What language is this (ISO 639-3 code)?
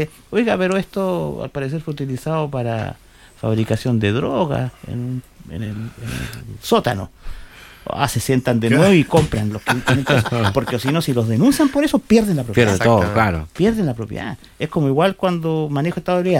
spa